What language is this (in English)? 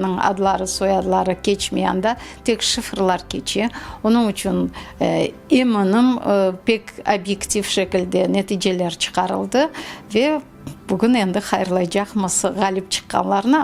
Crimean Tatar